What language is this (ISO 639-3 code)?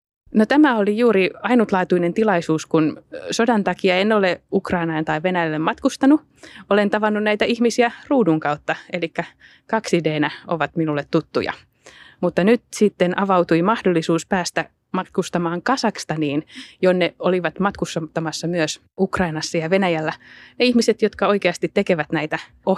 fin